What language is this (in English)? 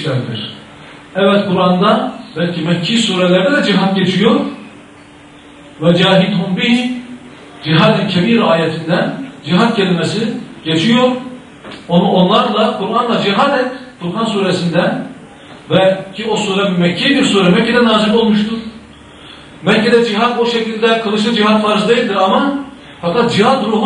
Turkish